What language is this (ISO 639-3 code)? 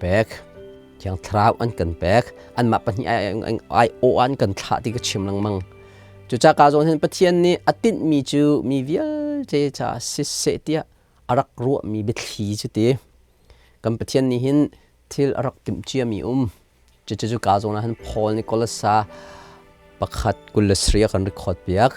cnh